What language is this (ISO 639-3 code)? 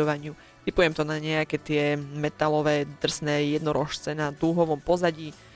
slk